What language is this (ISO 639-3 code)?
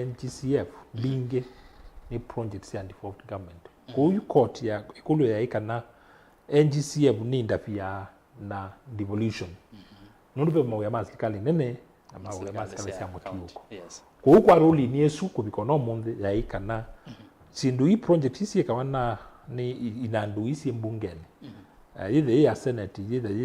kam